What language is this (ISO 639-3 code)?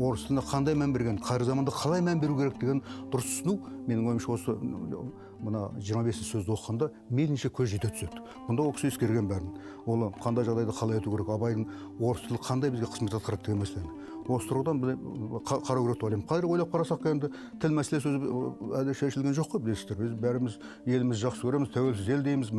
kaz